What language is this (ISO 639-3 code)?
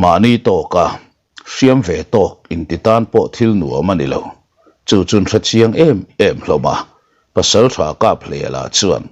lus